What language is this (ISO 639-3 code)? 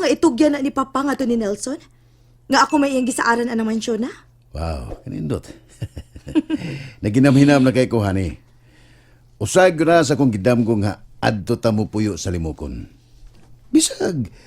ceb